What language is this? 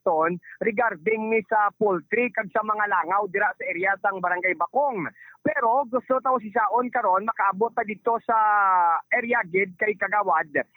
Hiligaynon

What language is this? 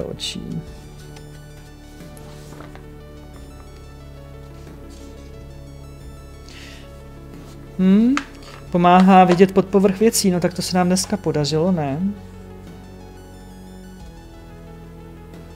Czech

